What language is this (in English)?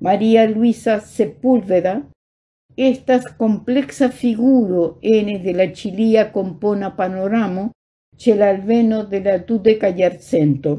Esperanto